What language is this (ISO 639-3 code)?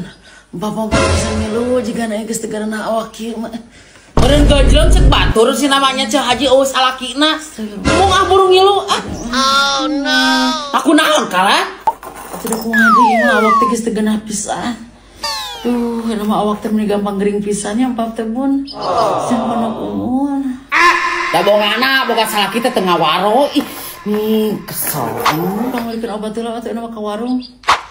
sun